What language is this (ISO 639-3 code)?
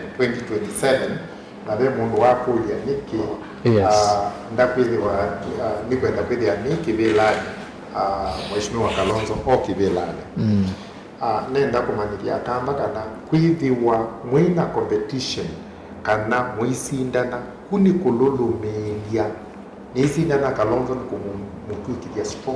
kam